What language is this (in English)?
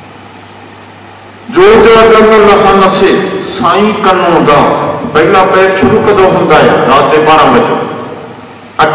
Punjabi